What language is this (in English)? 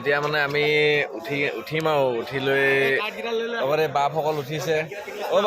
Assamese